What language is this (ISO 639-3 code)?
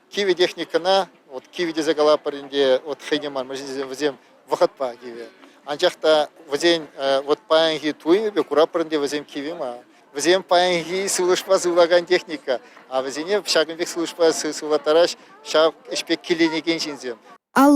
chv